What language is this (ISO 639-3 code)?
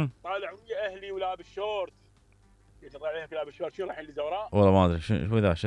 acm